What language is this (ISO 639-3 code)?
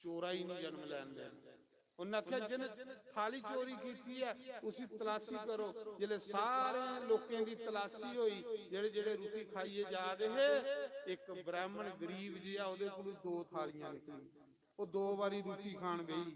doi